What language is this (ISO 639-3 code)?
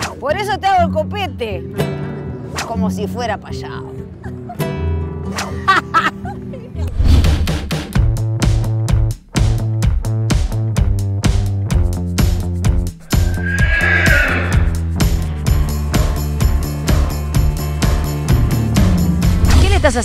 spa